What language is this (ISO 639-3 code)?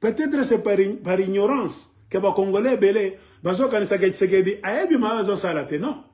lin